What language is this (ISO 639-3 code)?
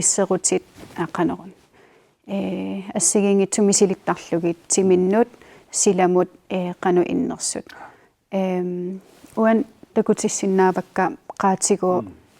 kal